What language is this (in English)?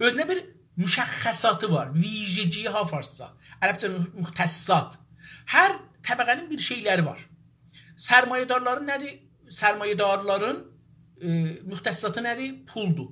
South Azerbaijani